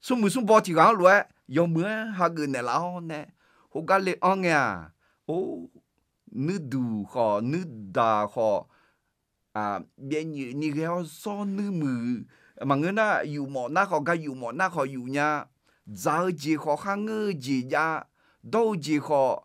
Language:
Akha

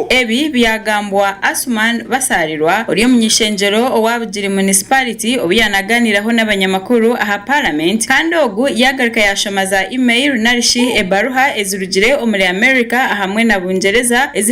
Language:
Nyankole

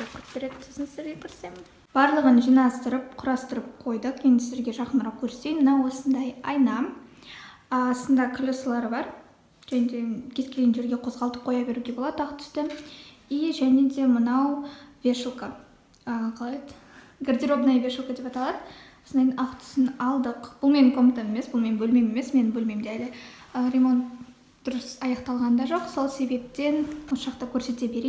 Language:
Kazakh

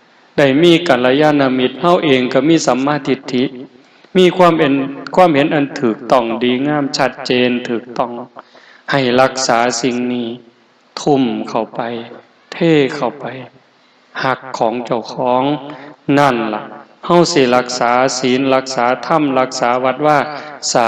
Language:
Northeastern Thai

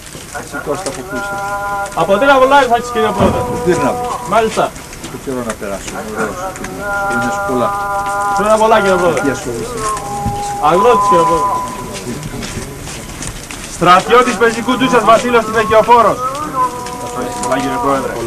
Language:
Greek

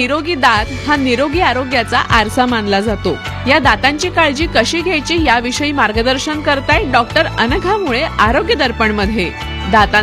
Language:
Marathi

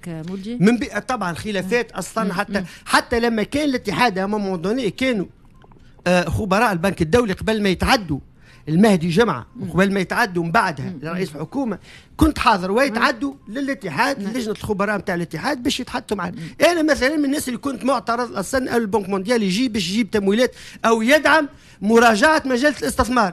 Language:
Tunisian Arabic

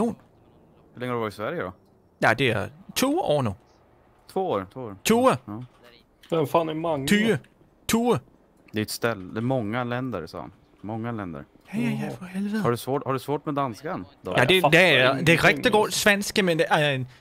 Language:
Swedish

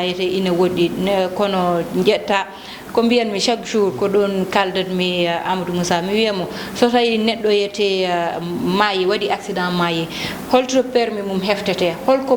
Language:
Fula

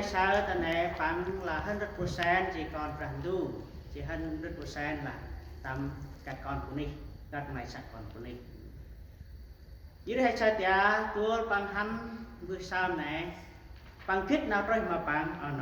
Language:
Central Mnong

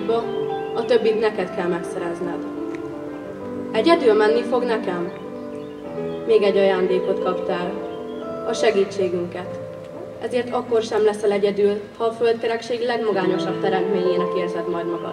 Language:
Hungarian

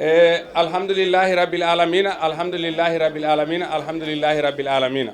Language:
Fula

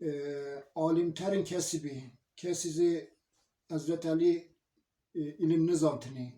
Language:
Zaza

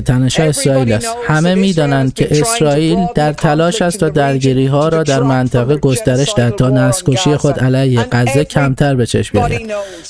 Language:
Persian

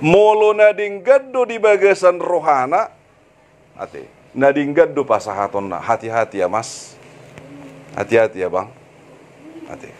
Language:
Batak Toba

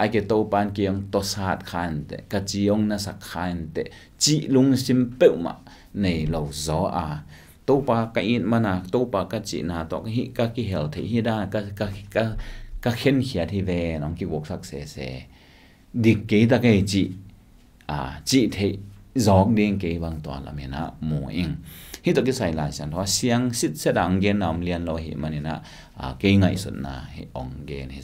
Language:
Tedim Chin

